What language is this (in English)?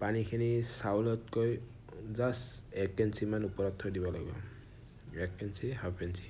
Assamese